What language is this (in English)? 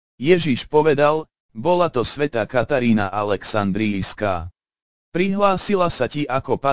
Slovak